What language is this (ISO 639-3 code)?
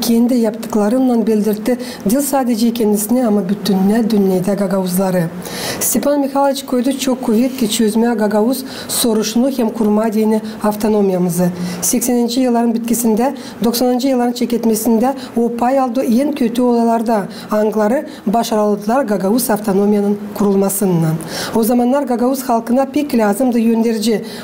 gag